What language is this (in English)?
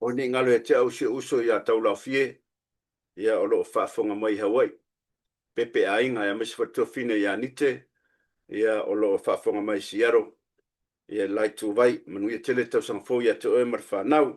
Samoan